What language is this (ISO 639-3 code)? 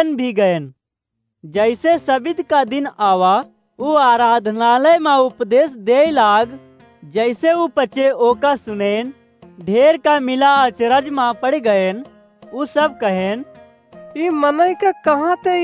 awa